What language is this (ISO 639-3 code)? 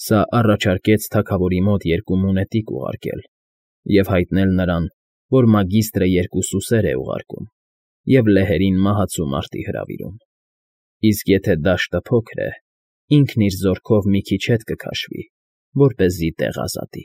hye